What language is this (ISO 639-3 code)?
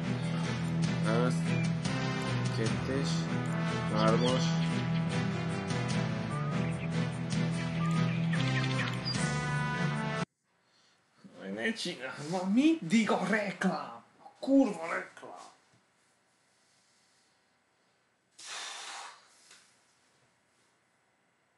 hun